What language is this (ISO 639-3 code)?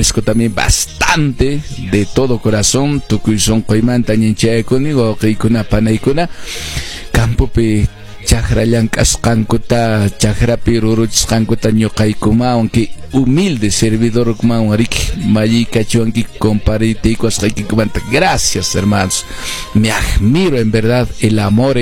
que